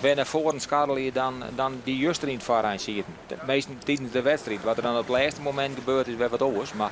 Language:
Western Frisian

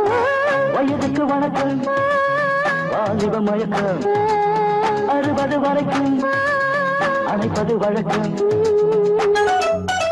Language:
Tamil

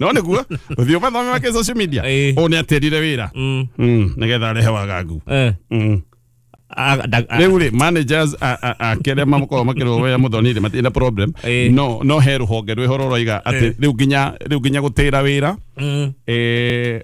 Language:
Kikuyu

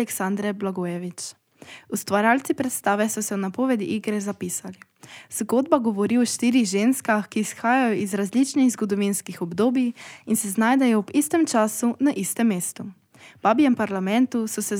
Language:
Slovenian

